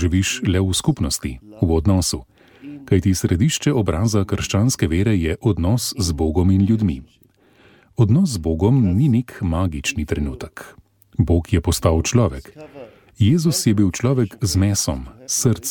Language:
Slovenian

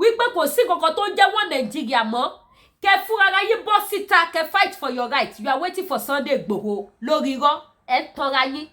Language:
Yoruba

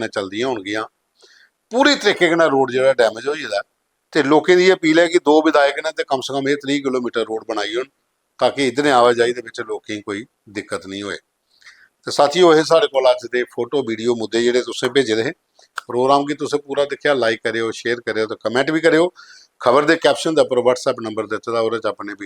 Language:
Dogri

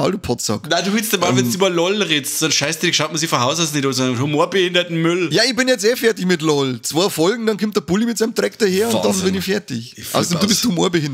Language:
Bavarian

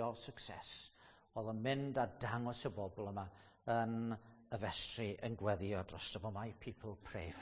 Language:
Welsh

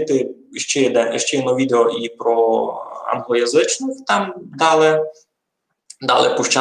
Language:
Rusyn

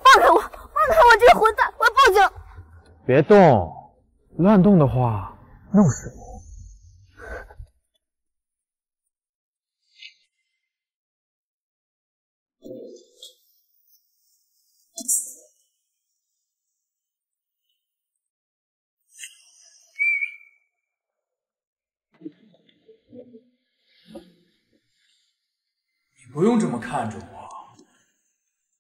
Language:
Chinese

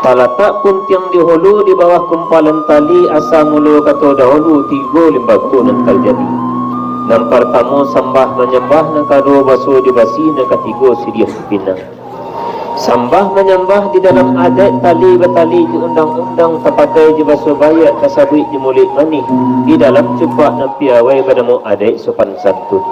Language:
Minangkabau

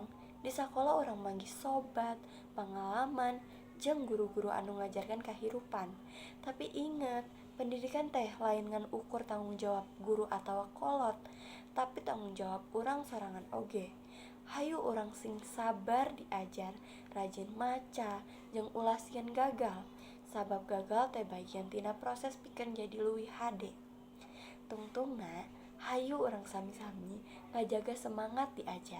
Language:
Sundanese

